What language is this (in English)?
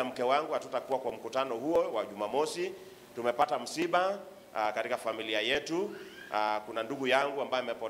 Swahili